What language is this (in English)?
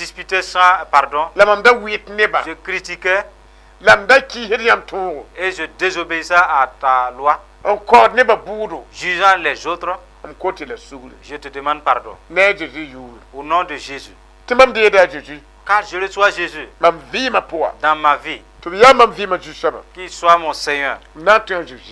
Mossi